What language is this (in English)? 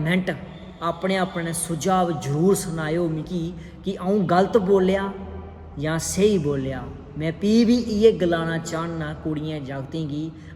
Dogri